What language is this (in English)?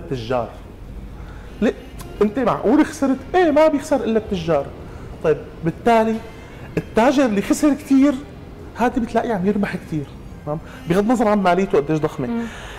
North Levantine Arabic